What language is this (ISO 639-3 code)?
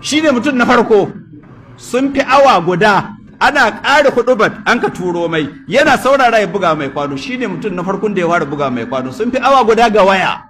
hau